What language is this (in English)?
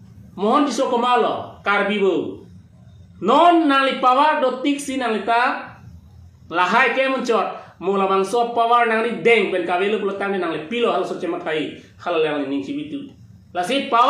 Karbi